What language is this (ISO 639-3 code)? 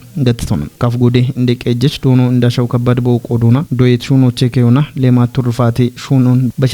kbr